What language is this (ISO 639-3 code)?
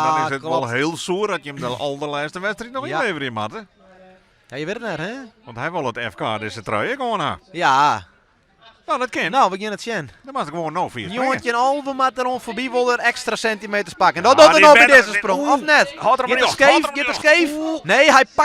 fry